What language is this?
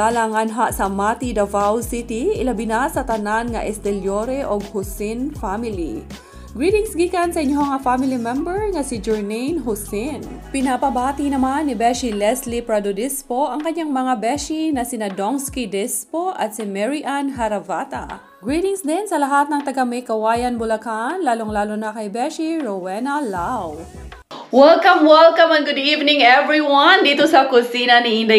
Filipino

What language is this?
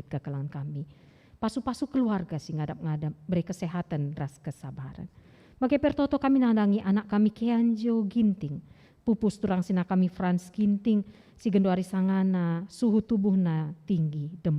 Batak Karo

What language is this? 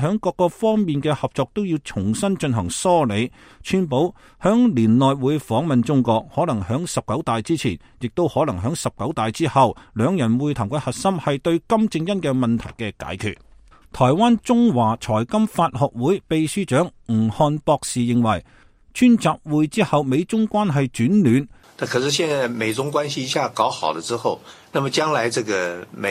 Cantonese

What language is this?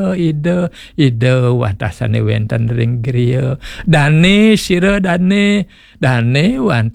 Balinese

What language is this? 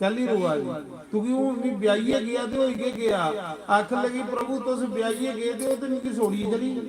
Dogri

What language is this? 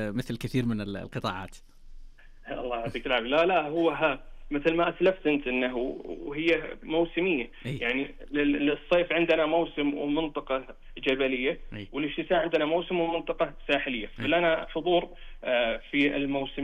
Najdi Arabic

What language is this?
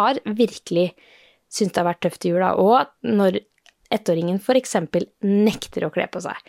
Norwegian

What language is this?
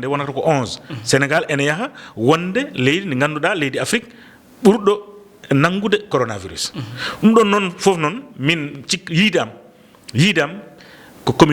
Fula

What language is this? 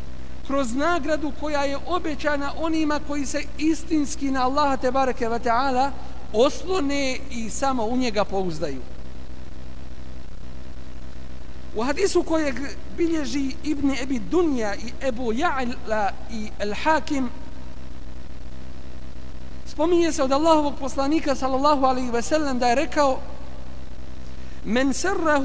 Bosnian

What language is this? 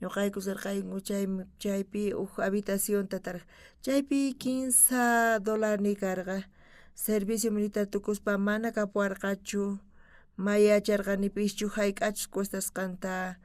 South Bolivian Quechua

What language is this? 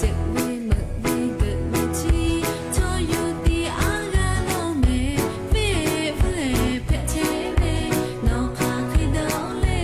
Lahu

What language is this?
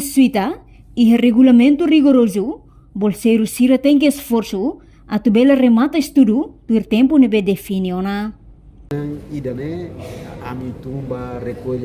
Tetum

